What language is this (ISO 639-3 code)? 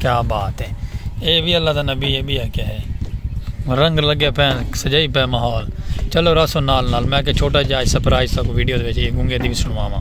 skr